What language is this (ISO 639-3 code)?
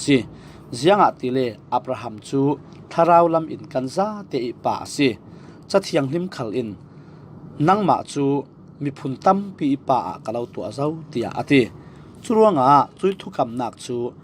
cfm